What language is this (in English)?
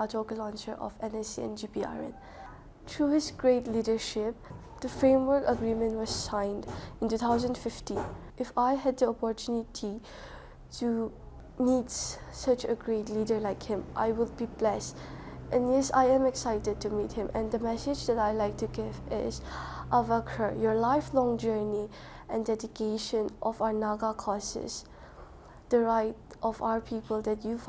Tangkhul Naga (India)